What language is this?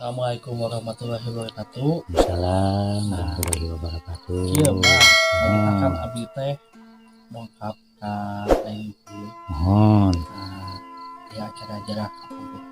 Sundanese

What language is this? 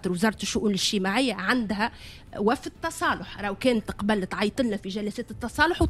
Tunisian Arabic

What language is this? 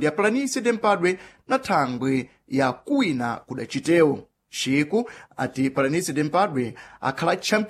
Sena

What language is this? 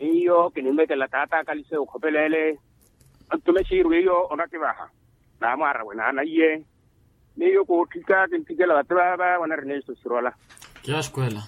Makhuwa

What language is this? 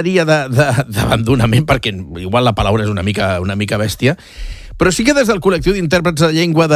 Catalan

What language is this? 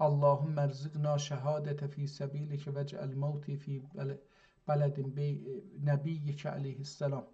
South Azerbaijani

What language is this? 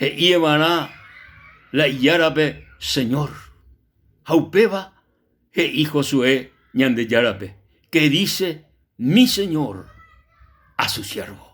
Guarani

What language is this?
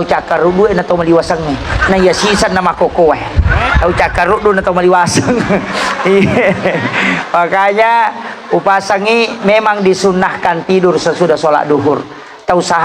Buginese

